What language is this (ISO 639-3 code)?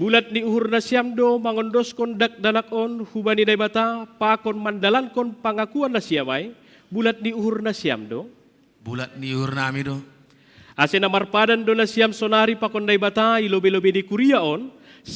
bts